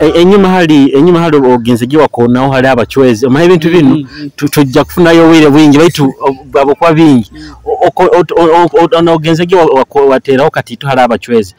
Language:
Nyoro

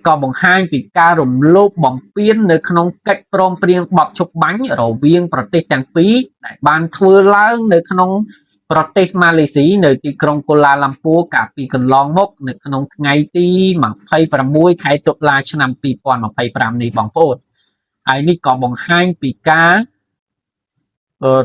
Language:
Khmer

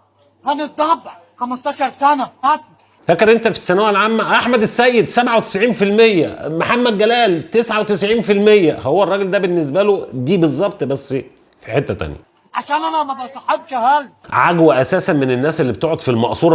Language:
Egyptian Arabic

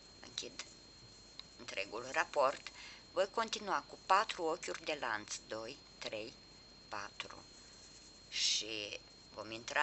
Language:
Romanian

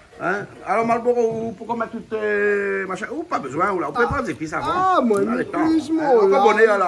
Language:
Réunion Creole French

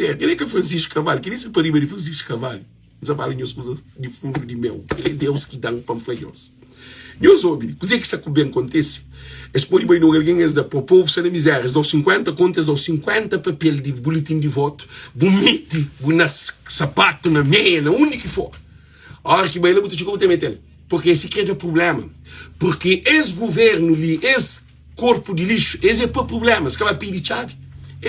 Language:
Kabuverdianu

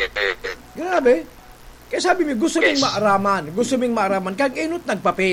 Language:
Bikol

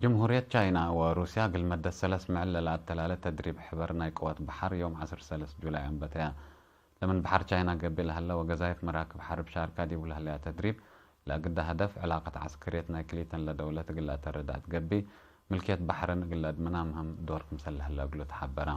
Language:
Tigre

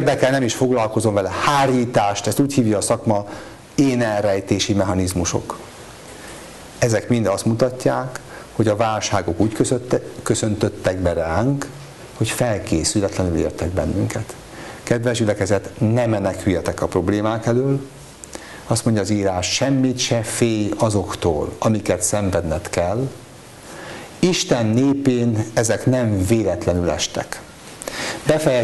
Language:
Hungarian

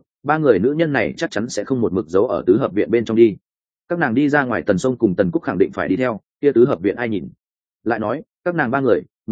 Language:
Vietnamese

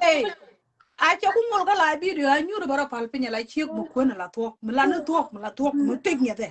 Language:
Nuer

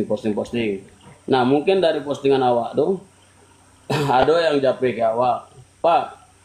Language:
Minangkabau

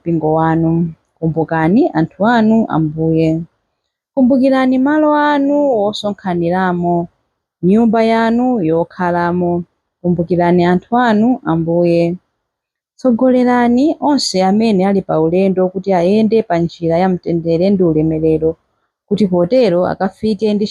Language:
Nyanja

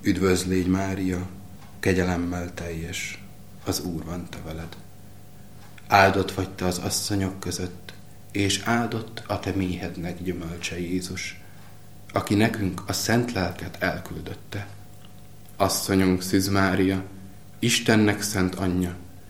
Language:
Hungarian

